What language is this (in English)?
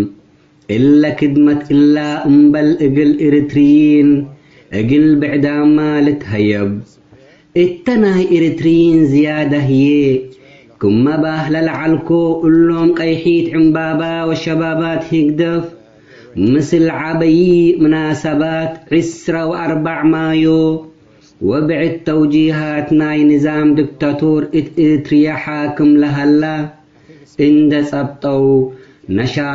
Tigre